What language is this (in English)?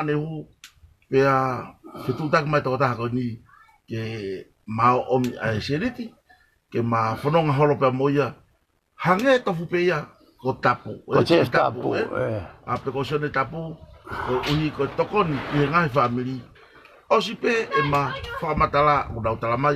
Tongan